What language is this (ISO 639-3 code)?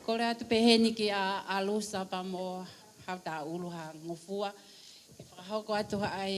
ton